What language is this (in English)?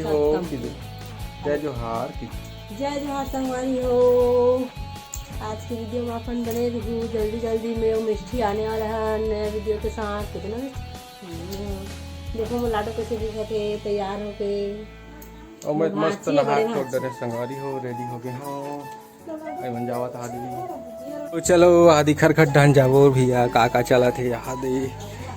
Chhattisgarhi